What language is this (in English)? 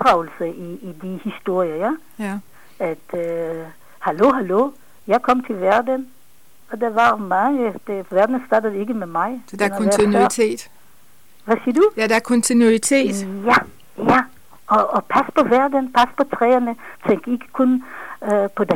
Danish